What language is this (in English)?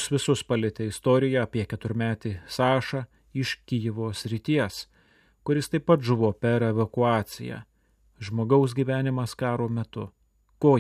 Lithuanian